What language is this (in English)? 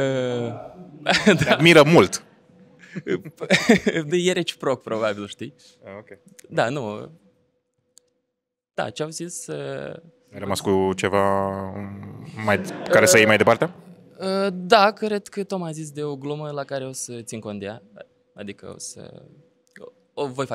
Romanian